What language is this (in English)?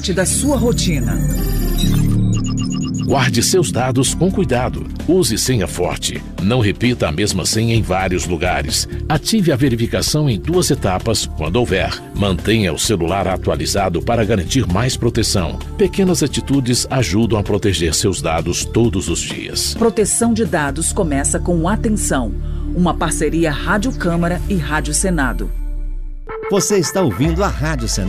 Portuguese